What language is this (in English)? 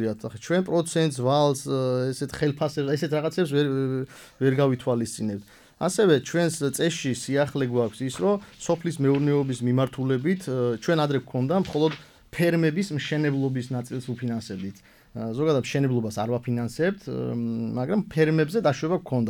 Georgian